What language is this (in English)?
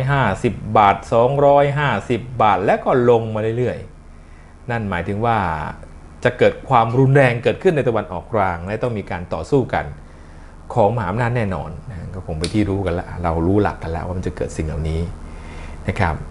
Thai